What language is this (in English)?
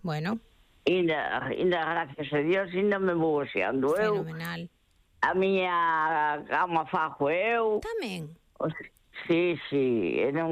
Galician